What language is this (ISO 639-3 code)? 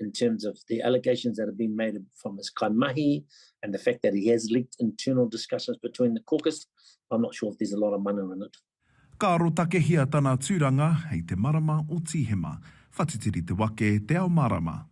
mri